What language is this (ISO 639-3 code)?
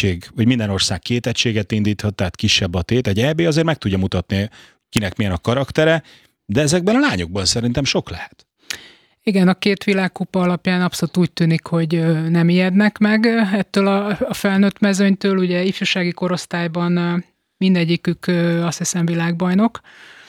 hun